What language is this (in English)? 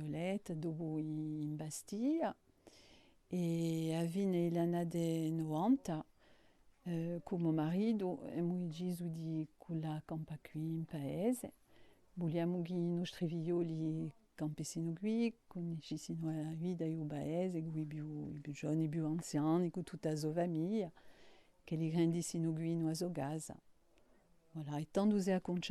Corsican